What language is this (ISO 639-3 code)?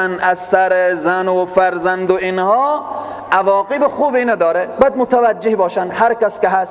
fas